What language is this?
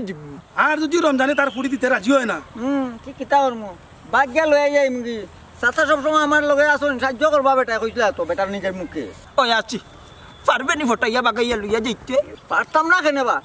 Sylheti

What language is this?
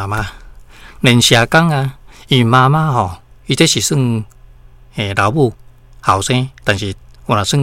Min Nan Chinese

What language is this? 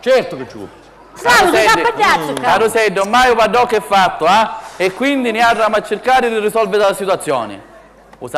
Sicilian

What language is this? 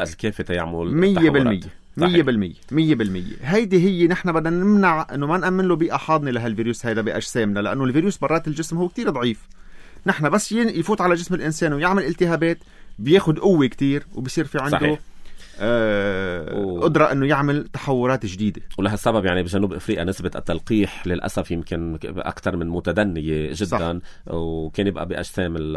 North Levantine Arabic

